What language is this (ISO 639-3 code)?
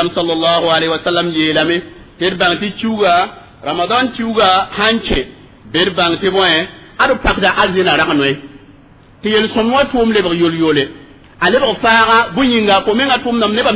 mos